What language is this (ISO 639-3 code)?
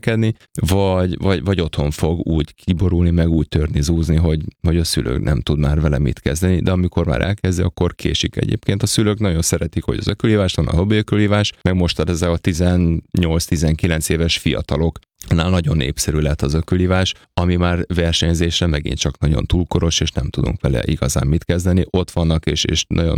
hun